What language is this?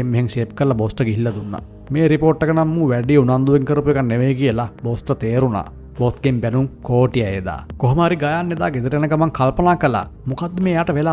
Sinhala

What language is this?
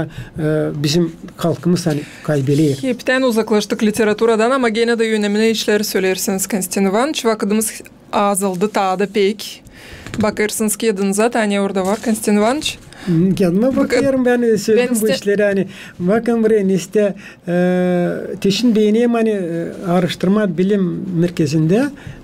Gagauz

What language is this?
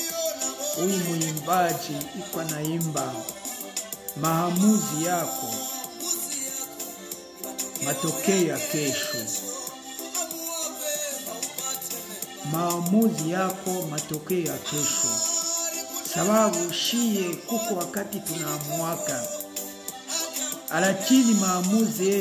Swahili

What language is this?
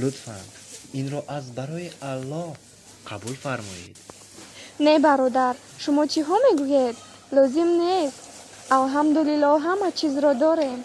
Tajik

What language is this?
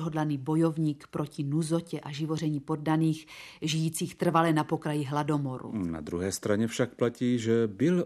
Czech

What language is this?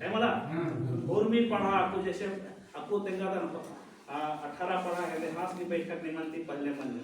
Kurukh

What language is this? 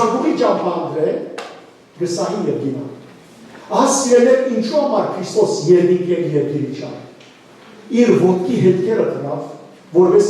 Western Armenian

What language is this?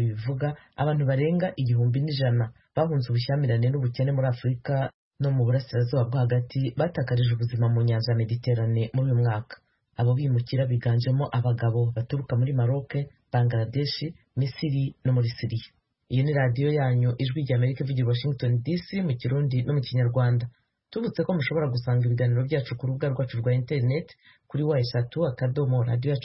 Kinyarwanda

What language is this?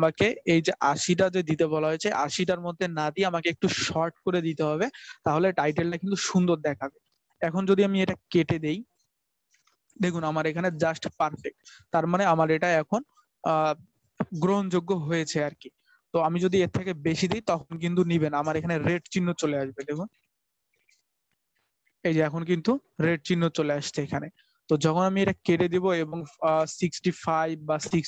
Bangla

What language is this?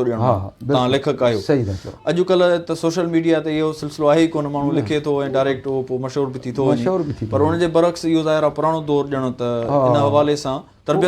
Sindhi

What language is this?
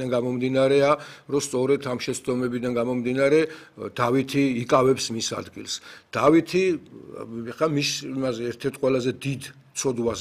Georgian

